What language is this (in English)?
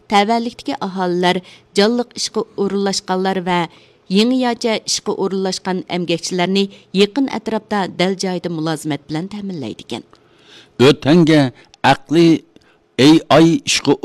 Uyghur